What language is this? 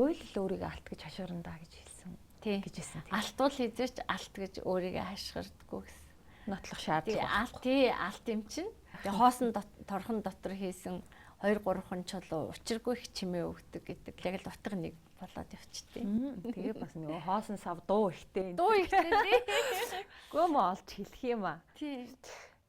Mongolian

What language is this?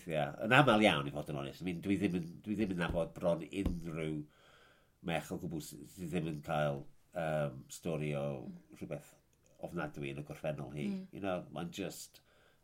Welsh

